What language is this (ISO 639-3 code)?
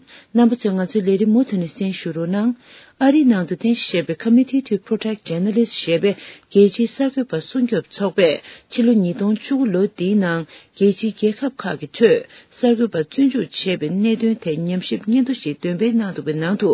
bod